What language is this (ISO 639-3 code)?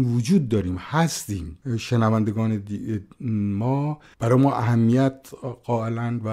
fas